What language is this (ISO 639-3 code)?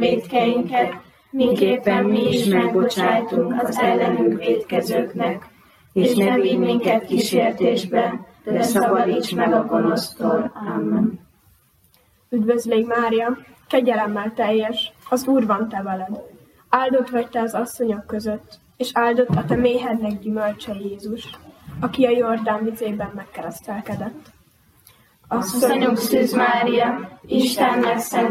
hun